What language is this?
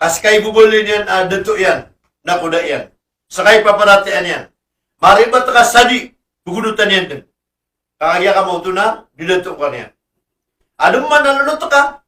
Maranao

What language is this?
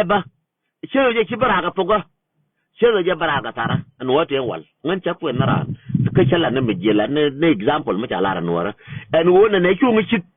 Nuer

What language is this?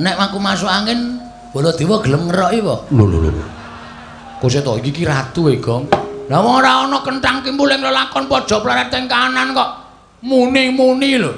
Javanese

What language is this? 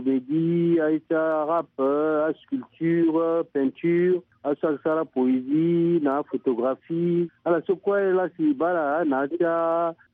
Sango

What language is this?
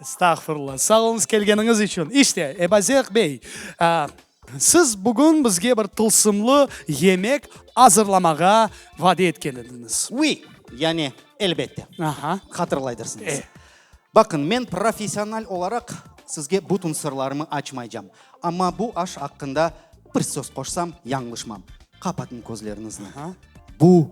Crimean Tatar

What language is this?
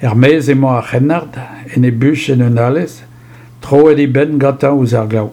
Breton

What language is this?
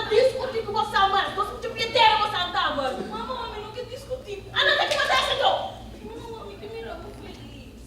Papiamento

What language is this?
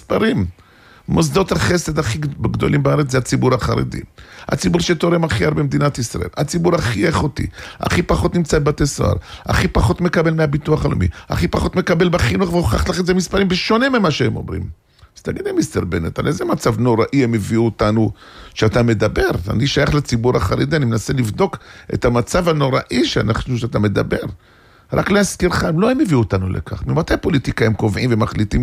Hebrew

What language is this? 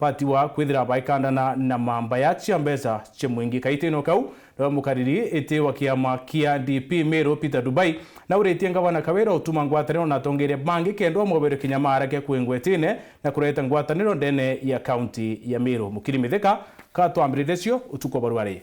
Meru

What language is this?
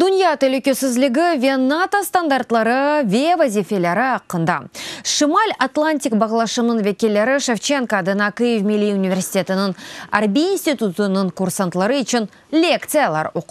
Crimean Tatar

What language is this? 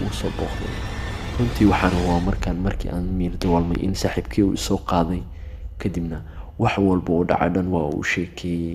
Somali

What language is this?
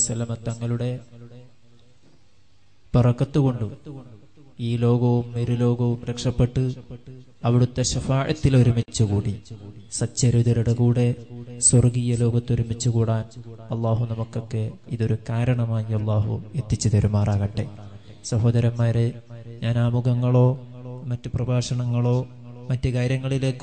Malayalam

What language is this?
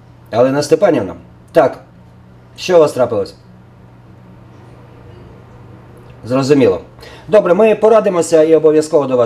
Ukrainian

